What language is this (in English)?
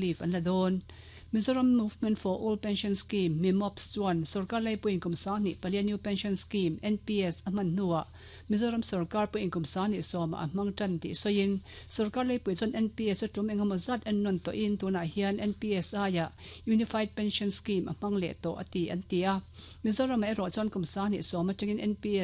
Mizo